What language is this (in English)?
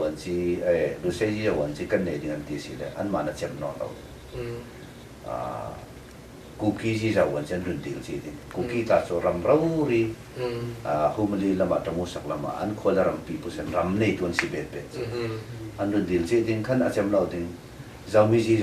Falam Chin